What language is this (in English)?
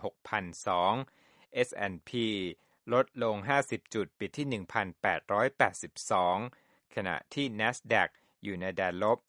Thai